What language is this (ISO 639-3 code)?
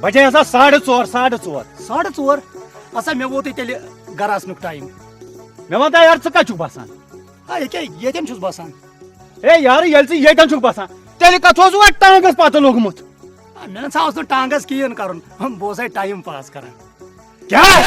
kas